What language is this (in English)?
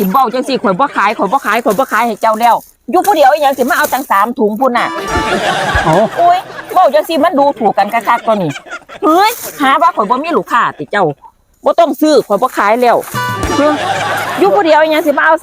Northeastern Thai